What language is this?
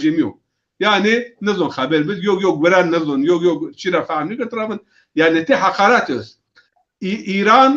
Zaza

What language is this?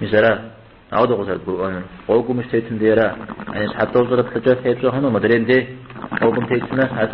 Kabardian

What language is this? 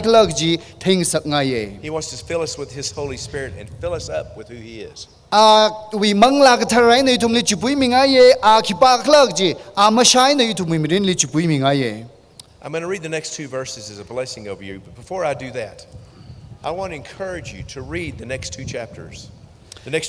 Tangkhul Naga (India)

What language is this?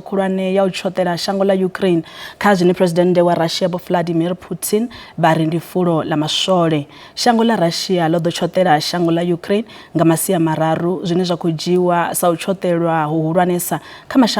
Venda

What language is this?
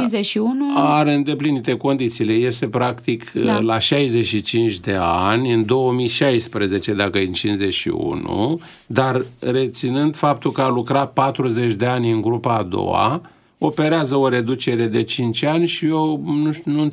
Romanian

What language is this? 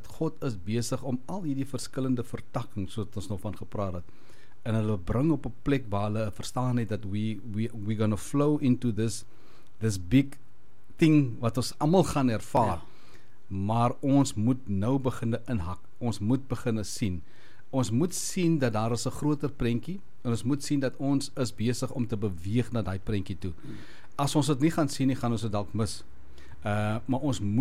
Afrikaans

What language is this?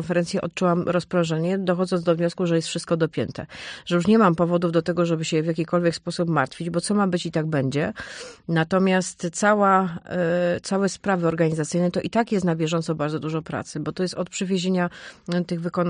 Polish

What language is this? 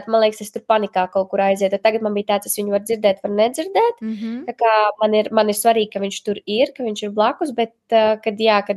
Latvian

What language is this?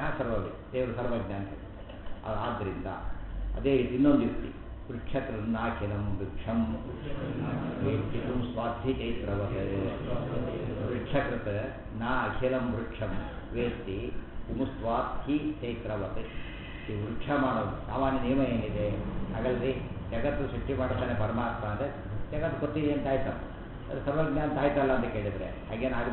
Kannada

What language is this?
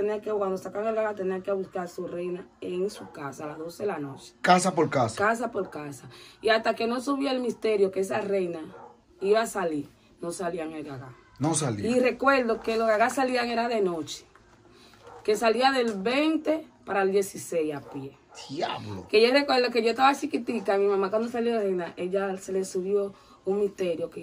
Spanish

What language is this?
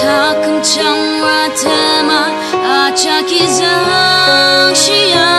Ao Naga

